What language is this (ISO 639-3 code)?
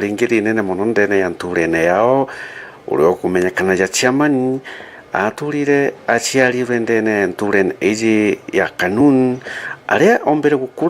mer